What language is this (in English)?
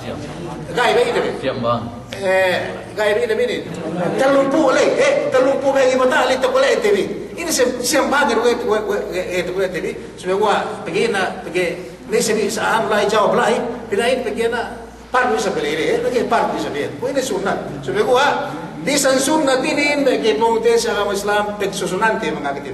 Yakan